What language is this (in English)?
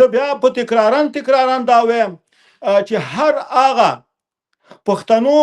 Pashto